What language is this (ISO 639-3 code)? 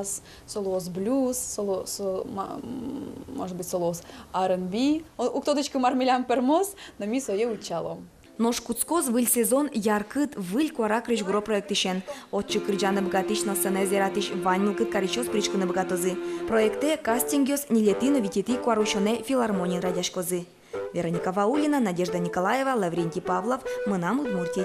udm